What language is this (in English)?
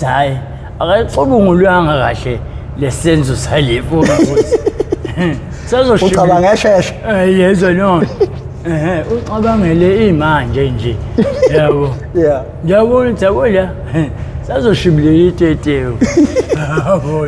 Zulu